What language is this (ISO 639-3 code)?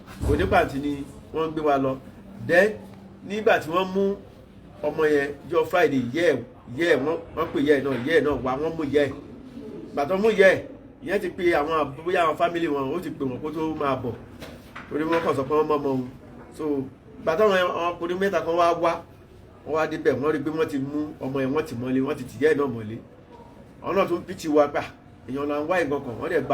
yor